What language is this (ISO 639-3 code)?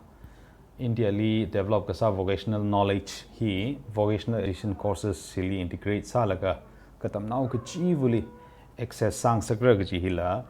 nmf